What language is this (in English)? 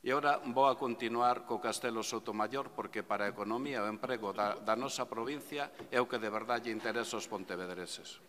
Galician